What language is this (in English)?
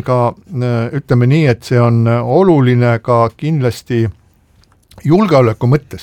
Estonian